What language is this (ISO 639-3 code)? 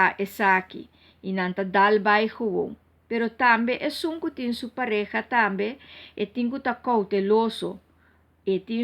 pap